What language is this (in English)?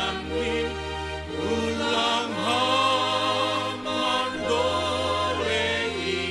Batak Simalungun